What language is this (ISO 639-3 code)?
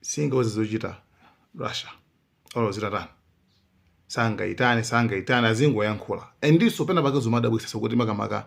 nya